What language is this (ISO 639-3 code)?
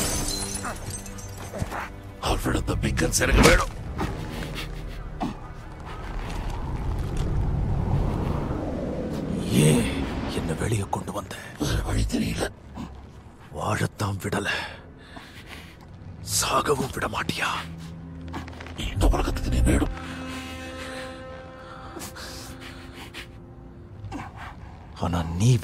tam